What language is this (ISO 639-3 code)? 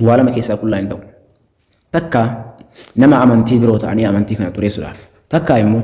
orm